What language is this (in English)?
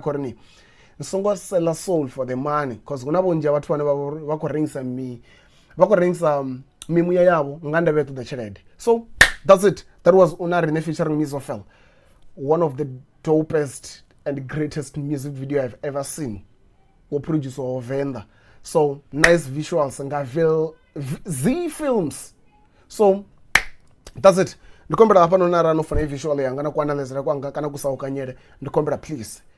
Venda